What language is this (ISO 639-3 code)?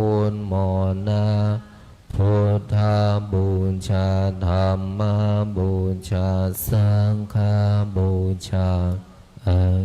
pli